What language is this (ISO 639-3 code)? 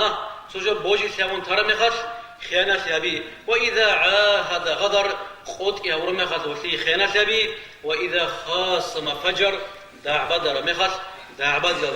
ava